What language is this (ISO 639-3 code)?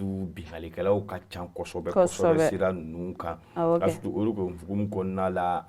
bam